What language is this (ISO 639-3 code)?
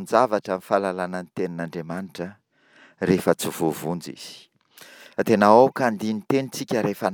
mlg